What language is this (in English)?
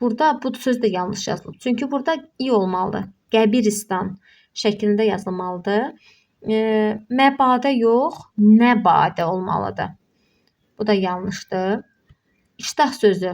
Azerbaijani